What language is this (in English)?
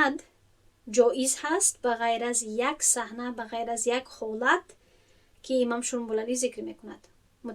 Tajik